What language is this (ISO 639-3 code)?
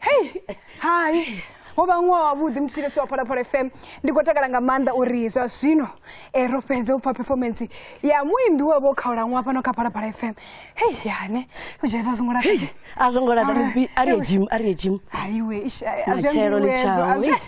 ven